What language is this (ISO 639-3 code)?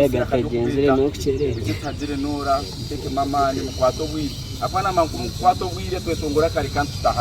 nyn